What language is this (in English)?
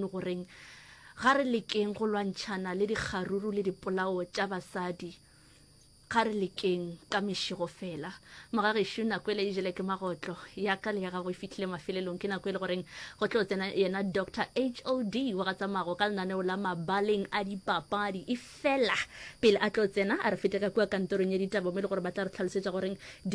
Northern Sotho